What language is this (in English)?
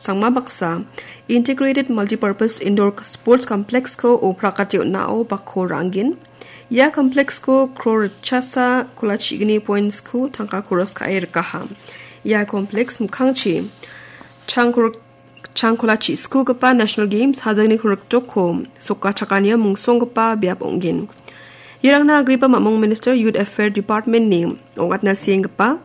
Garo